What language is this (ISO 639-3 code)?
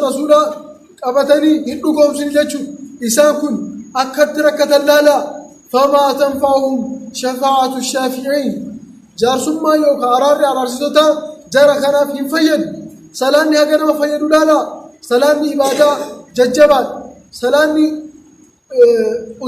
orm